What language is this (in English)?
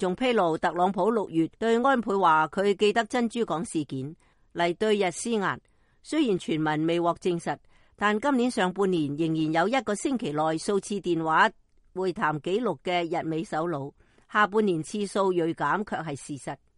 Cantonese